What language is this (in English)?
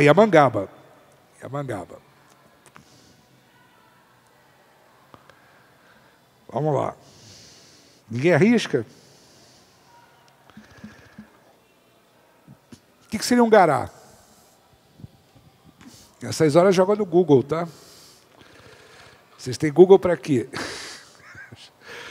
Portuguese